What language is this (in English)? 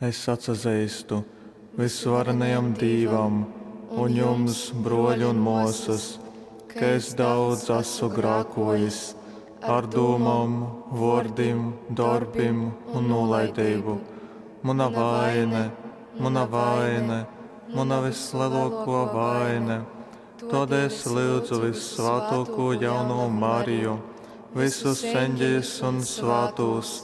Latgalian